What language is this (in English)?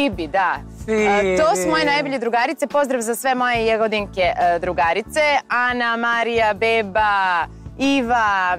Serbian